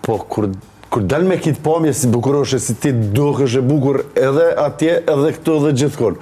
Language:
Albanian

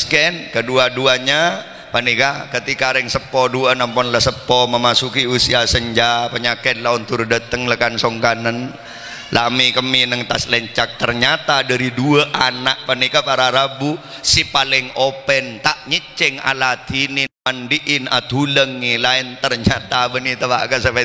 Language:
Madurese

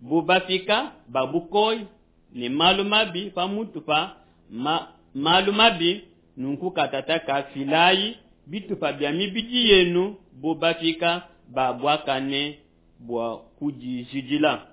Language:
Luba-Lulua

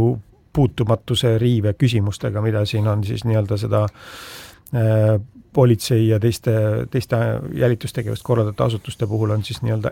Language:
Estonian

